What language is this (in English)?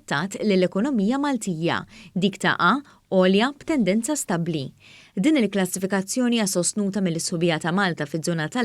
Maltese